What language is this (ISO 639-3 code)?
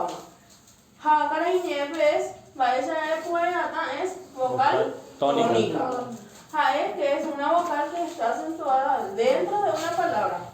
grn